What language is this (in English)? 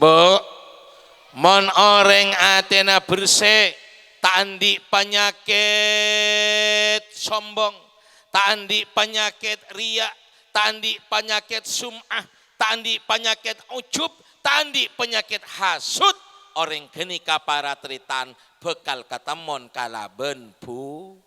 Madurese